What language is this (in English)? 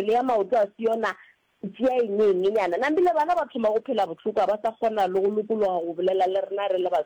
Northern Sotho